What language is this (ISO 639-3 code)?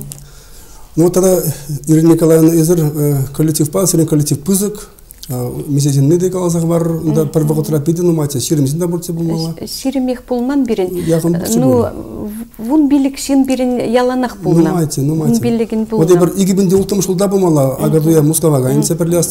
chv